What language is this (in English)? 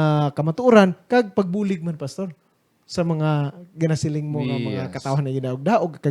Hiligaynon